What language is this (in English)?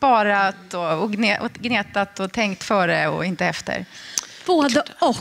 Swedish